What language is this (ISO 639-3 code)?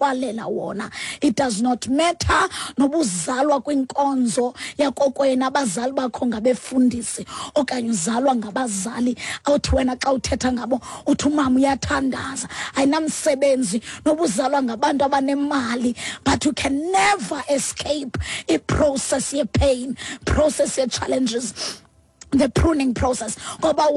xho